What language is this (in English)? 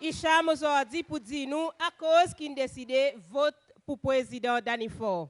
Seselwa Creole French